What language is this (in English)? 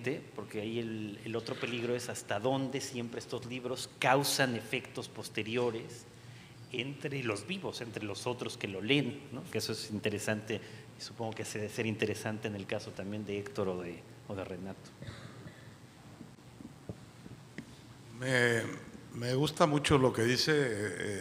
Spanish